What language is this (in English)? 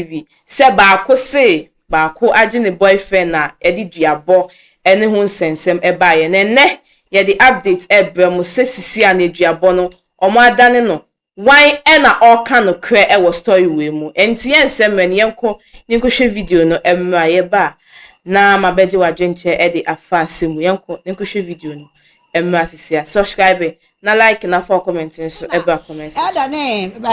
Akan